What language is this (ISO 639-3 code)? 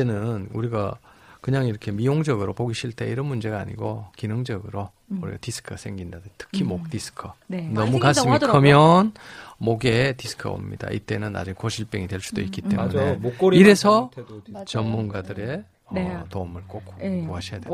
kor